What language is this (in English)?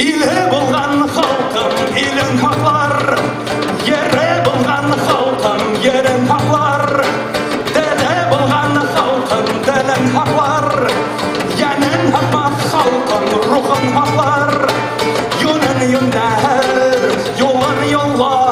Bashkir